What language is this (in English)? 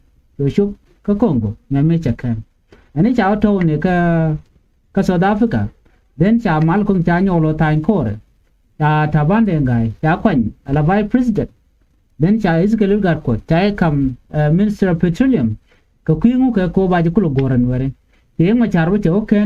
Nuer